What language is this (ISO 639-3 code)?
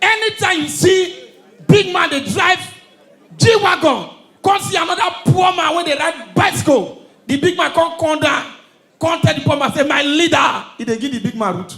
pcm